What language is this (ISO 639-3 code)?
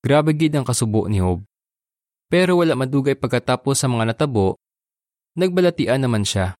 hil